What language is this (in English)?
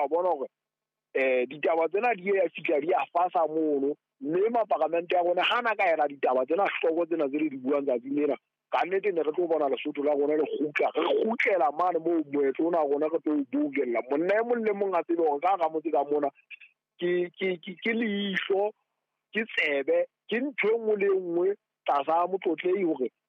Southern Sotho